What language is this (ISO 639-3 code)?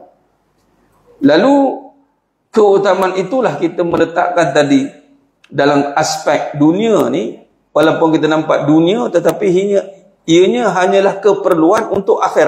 msa